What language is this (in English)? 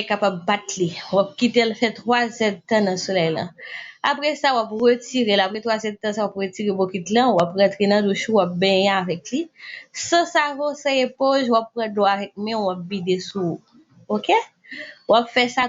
Haitian Creole